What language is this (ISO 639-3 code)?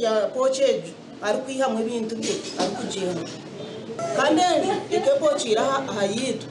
nyn